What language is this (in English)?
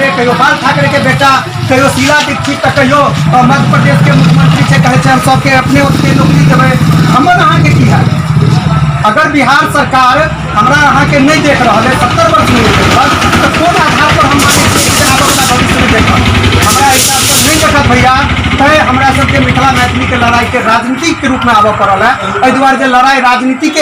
Maithili